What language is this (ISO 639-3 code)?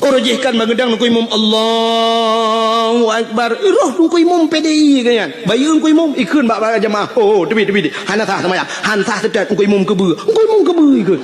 ace